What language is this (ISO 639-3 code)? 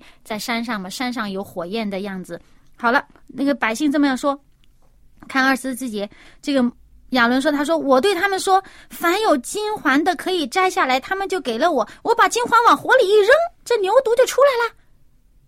zho